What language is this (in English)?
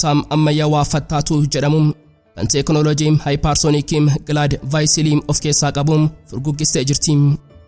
Oromo